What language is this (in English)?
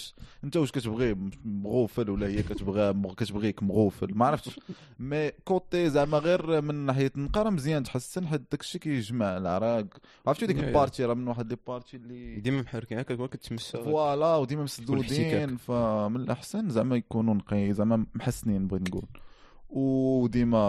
Moroccan Arabic